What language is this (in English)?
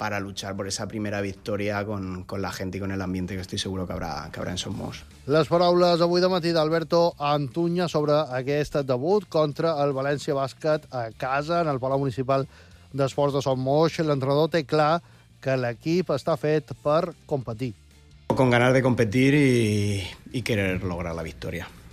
Catalan